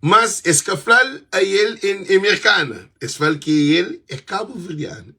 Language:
Kabuverdianu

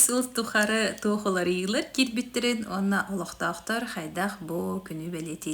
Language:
Yakut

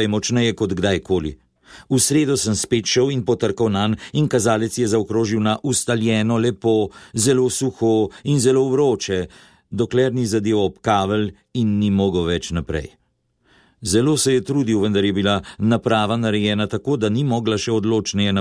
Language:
Slovenian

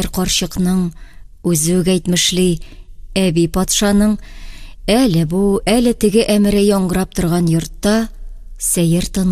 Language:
Tatar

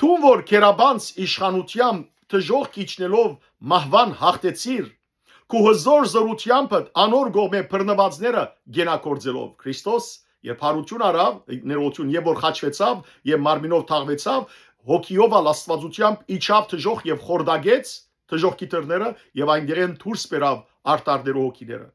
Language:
Western Armenian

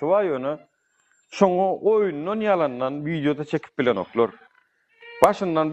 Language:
Turkmen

